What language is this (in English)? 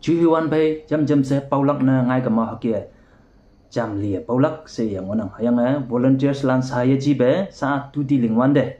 Konyak Naga